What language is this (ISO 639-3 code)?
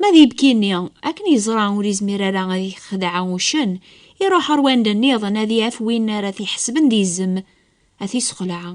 kab